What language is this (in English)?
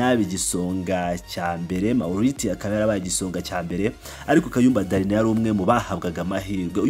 Kinyarwanda